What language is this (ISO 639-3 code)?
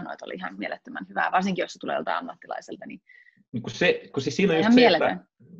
fin